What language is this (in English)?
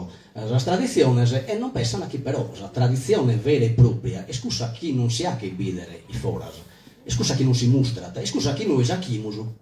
Sardinian